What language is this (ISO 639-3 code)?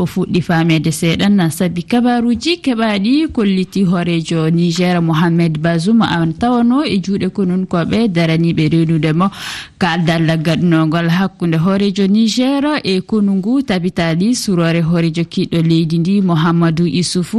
ful